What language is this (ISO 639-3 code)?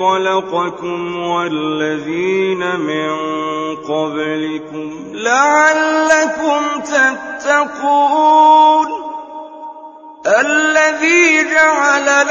ara